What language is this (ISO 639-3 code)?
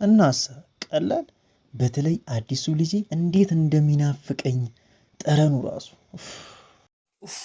amh